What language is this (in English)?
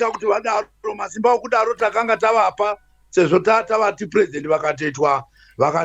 Shona